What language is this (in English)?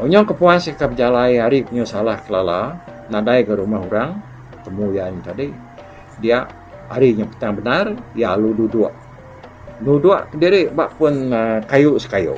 Iban